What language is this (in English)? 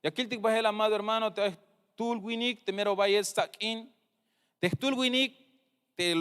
Tzeltal